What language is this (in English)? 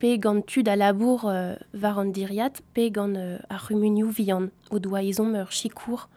Breton